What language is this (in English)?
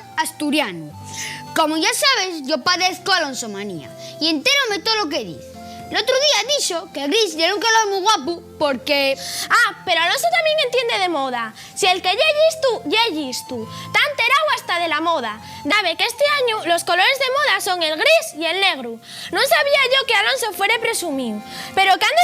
Asturian